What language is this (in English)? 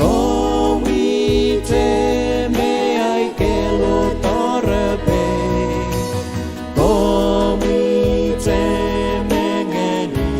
Pohnpeian